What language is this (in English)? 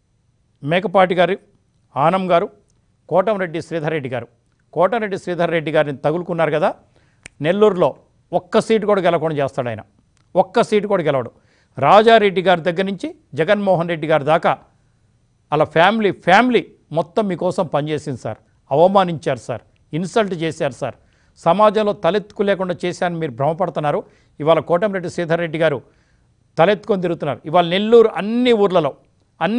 Telugu